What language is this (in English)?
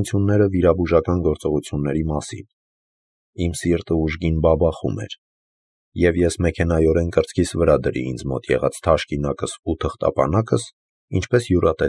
Armenian